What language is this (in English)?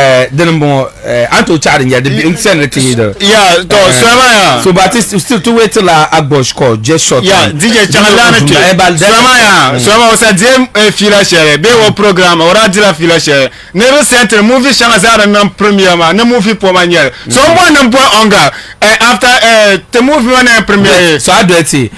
Dagbani